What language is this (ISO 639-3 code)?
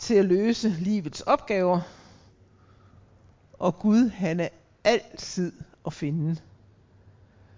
dan